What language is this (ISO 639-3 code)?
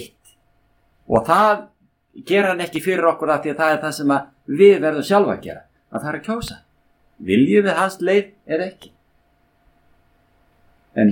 isl